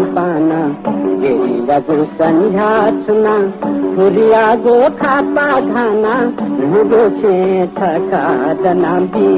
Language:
Newari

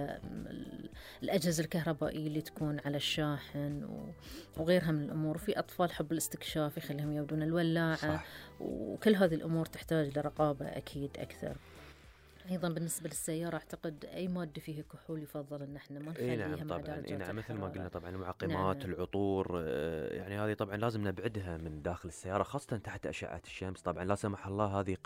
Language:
Gulf Arabic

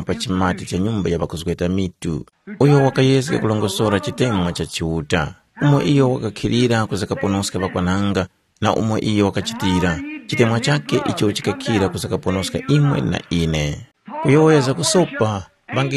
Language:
Tumbuka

